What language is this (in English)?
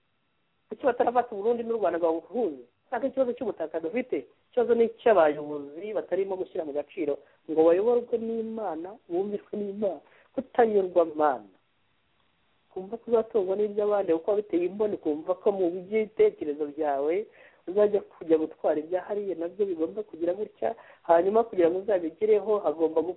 Kinyarwanda